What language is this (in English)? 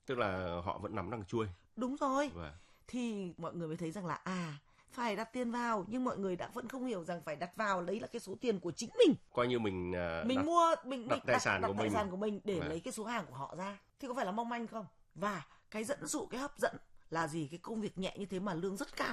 Vietnamese